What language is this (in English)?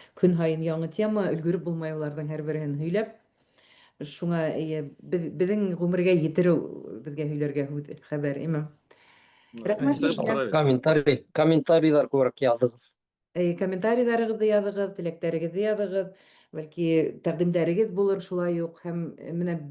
Bashkir